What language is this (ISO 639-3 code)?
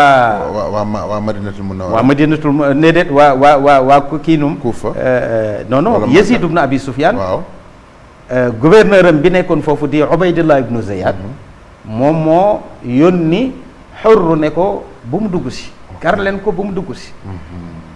wol